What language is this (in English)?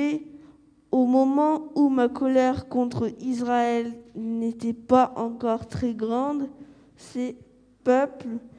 French